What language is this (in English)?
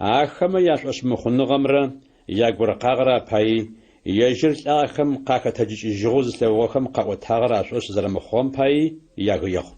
Adyghe